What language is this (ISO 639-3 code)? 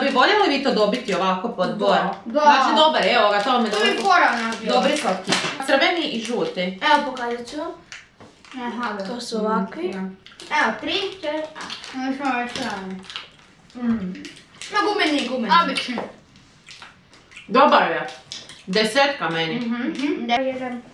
hrv